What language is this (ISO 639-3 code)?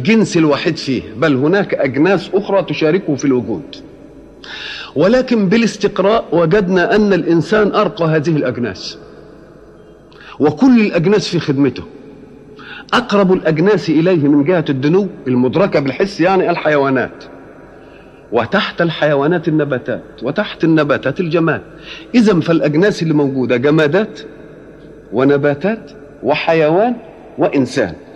ara